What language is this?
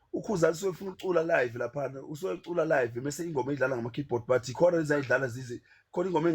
Zulu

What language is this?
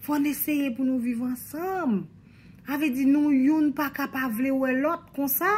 Haitian Creole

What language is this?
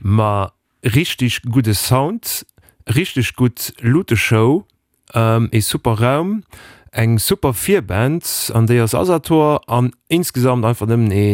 Luxembourgish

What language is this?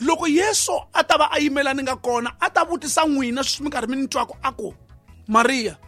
Tsonga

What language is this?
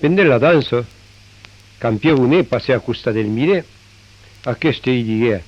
Occitan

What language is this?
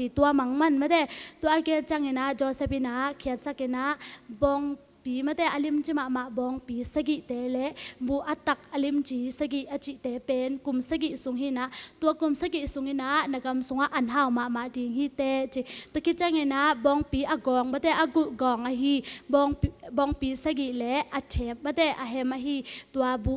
Tedim Chin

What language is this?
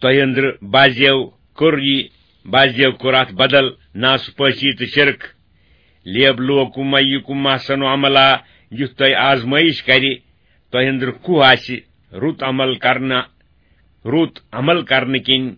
Kashmiri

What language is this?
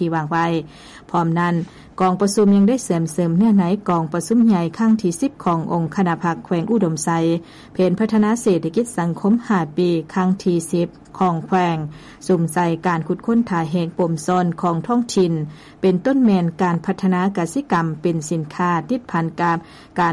Lao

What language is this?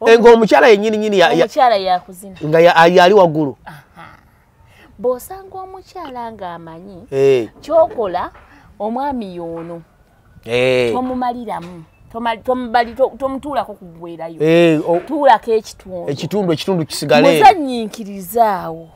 Ganda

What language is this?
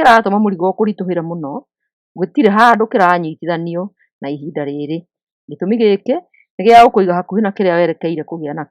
Kikuyu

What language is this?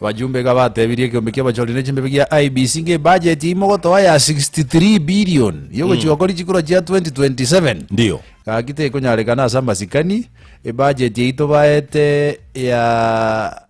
Gusii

